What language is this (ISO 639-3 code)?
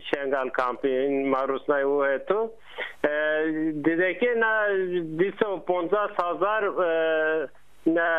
zza